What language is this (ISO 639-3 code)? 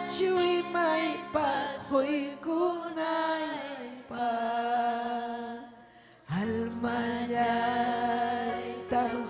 quy